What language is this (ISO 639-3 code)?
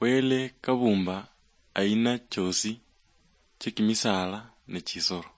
luy